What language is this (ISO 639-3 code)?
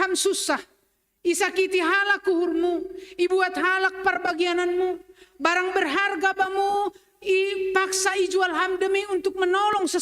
bts